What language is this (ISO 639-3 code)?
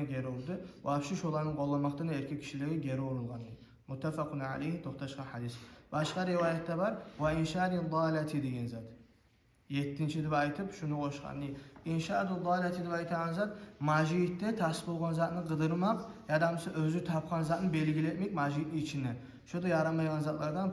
kum